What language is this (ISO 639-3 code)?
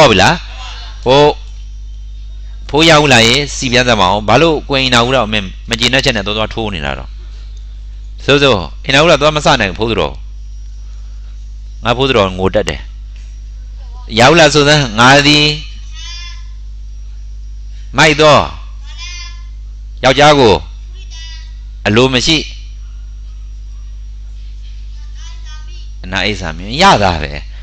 mya